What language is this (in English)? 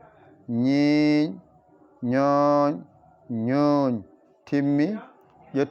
Fula